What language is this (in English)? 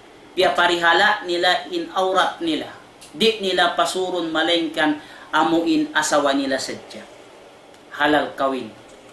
Tausug